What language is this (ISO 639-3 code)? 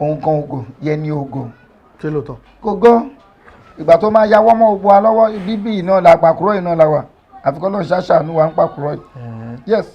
yor